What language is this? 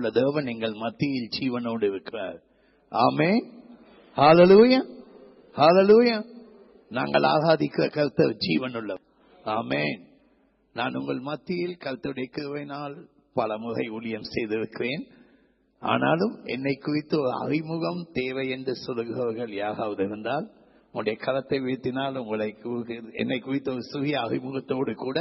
Tamil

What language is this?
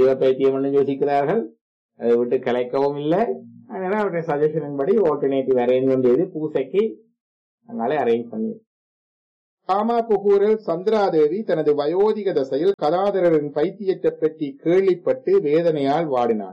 Tamil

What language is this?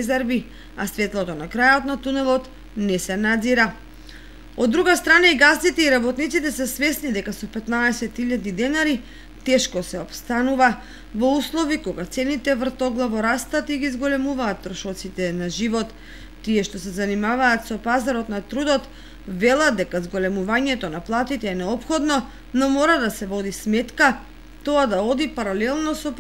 Macedonian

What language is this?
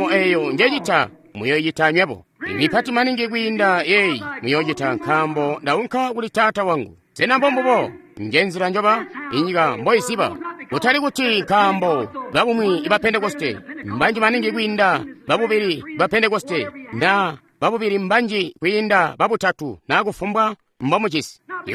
Tonga (Zambia)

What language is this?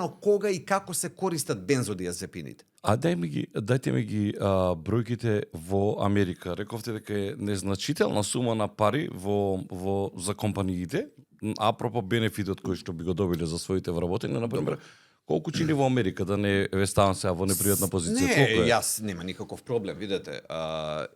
Macedonian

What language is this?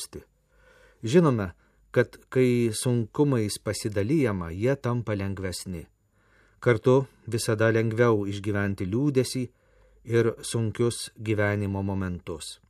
Lithuanian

